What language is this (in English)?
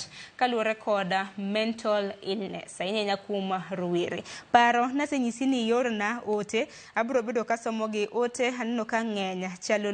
Luo (Kenya and Tanzania)